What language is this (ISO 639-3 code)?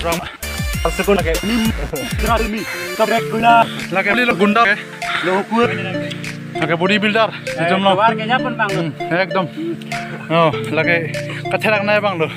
mjw